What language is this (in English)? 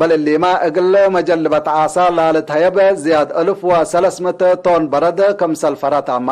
Tigre